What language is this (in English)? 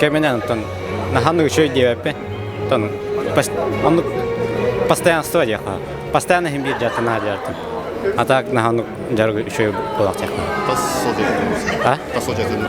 Yakut